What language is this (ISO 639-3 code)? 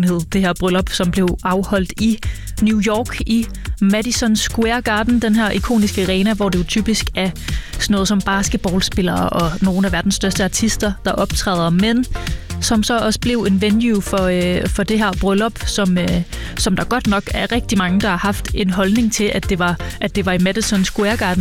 dan